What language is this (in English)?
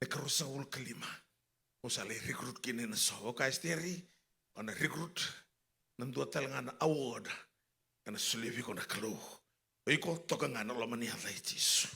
Fijian